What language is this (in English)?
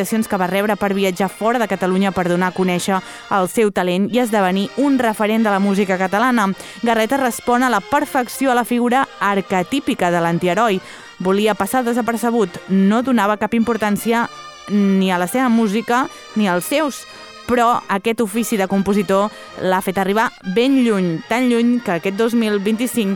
Catalan